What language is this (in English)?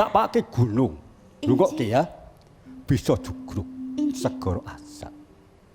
Javanese